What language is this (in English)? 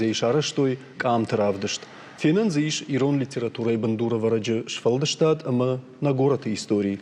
Ossetic